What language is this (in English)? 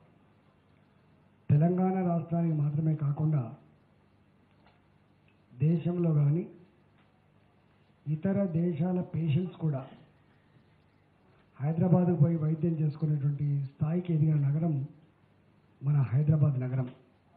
Telugu